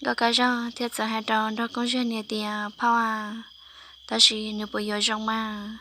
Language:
Hmong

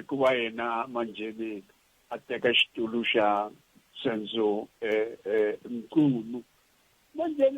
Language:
Tsonga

